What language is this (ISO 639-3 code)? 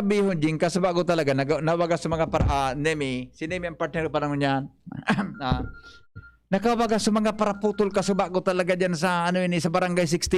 bik